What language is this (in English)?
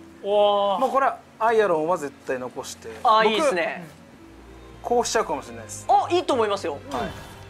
Japanese